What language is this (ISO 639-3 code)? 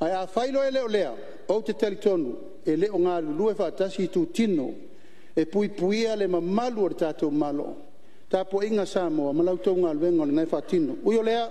smo